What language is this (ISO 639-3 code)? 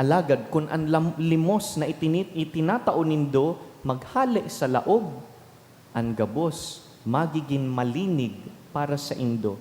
bik